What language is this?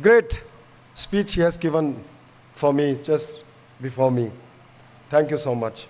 Tangkhul Naga (India)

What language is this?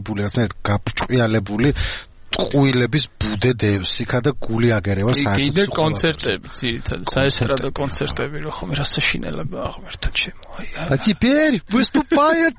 Georgian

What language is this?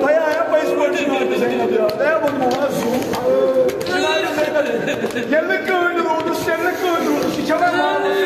Kashmiri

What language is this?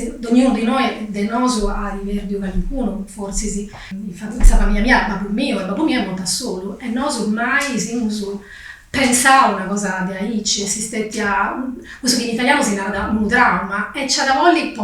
Sardinian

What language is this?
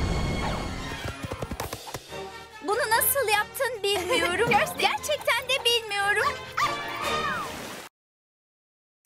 Turkish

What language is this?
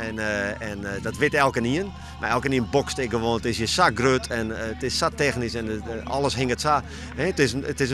Western Frisian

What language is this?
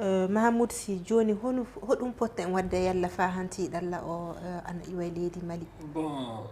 Fula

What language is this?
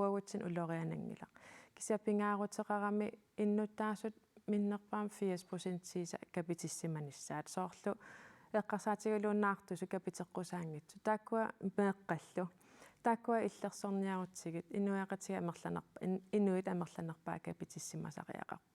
Kalaallisut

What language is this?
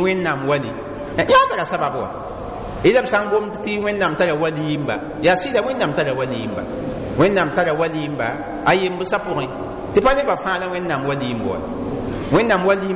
Mossi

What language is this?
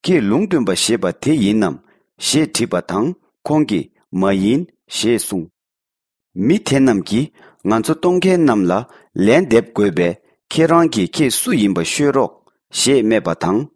Tibetan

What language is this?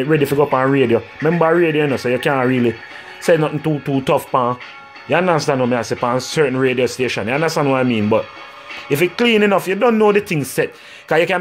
Jamaican Creole English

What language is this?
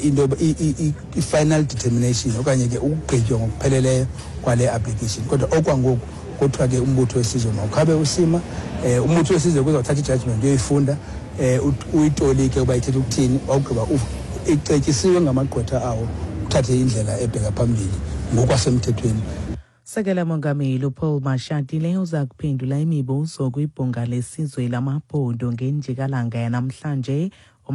Xhosa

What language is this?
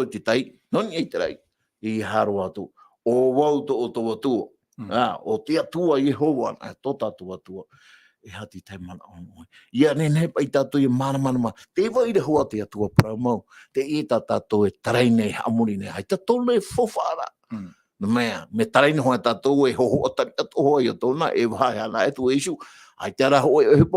Tahitian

